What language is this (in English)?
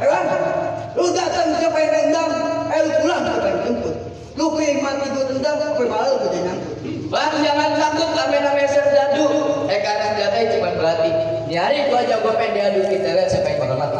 Betawi